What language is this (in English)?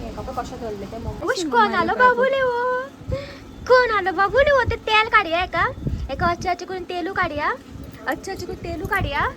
Konkani